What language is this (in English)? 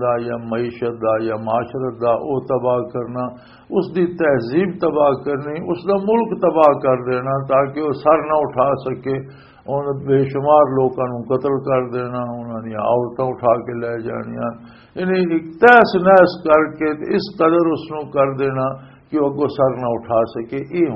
Western Panjabi